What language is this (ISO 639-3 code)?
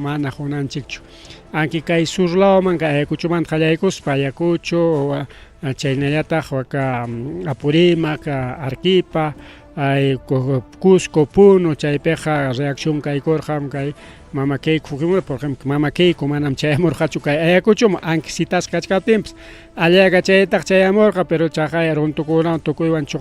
quy